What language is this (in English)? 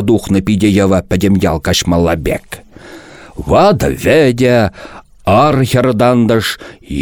Chuvash